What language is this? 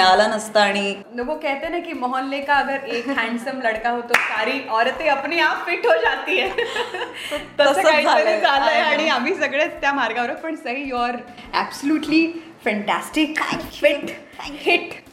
Marathi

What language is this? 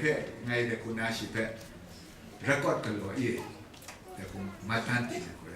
Kachin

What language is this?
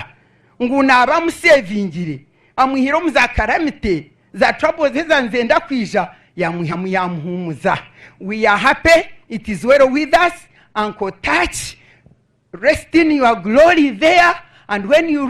Nyankole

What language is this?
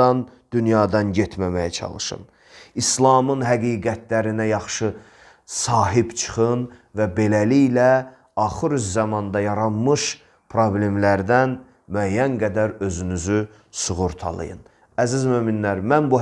Azerbaijani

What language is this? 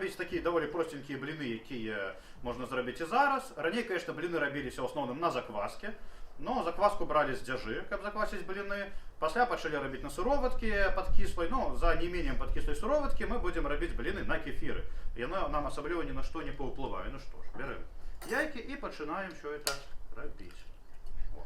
Belarusian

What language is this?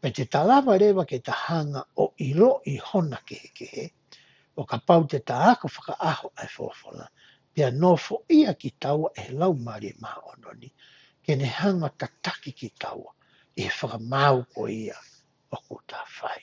Tongan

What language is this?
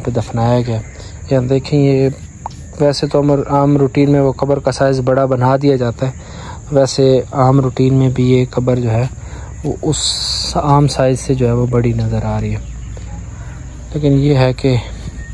Urdu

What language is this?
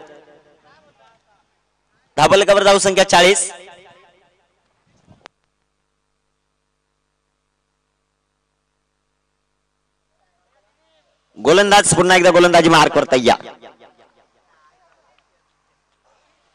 Marathi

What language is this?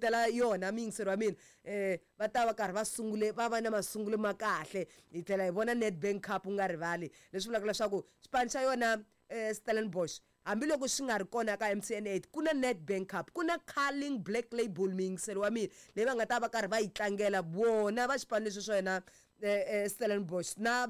Tsonga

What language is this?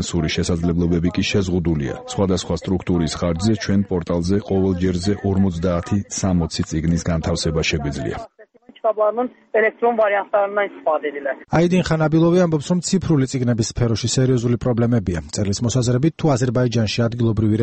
Georgian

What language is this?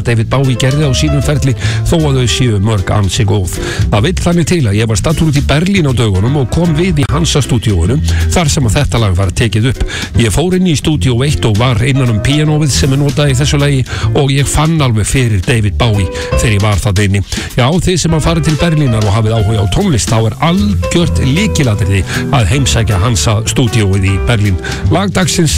Icelandic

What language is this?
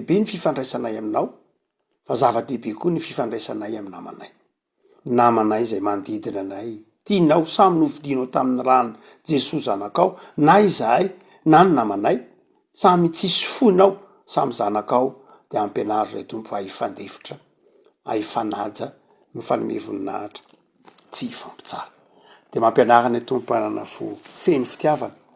Malagasy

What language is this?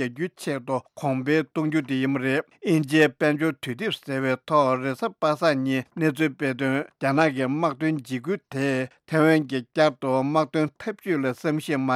Tibetan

